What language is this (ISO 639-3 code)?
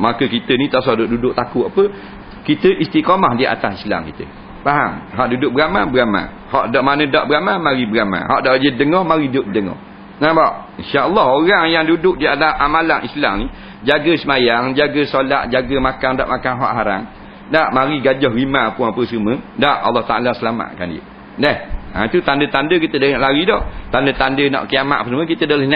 msa